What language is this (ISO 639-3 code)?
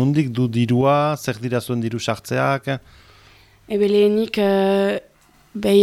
eus